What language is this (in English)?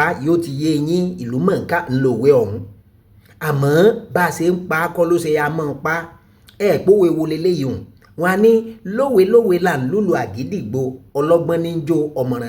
Yoruba